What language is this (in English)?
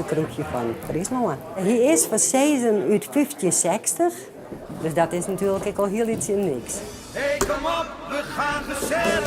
Western Frisian